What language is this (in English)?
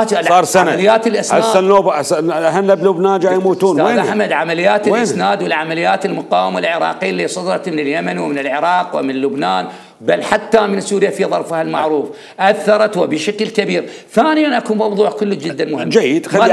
Mesopotamian Arabic